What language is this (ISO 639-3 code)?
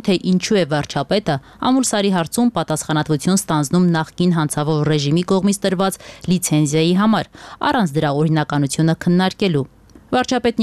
hye